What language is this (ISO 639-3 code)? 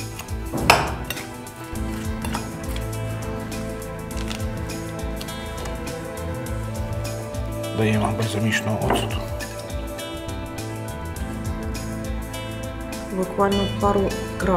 ukr